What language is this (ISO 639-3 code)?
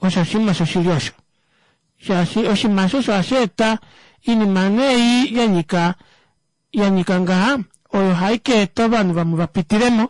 kua